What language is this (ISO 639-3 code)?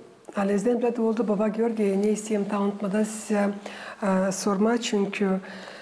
gag